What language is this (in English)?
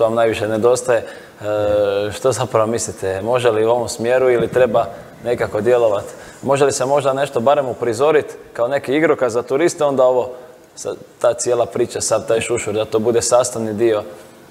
Croatian